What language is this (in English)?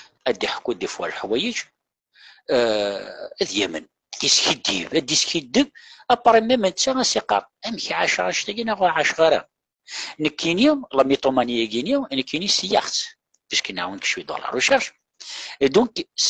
Kabyle